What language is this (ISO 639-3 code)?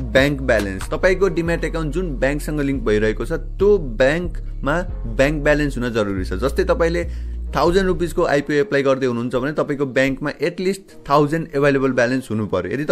nep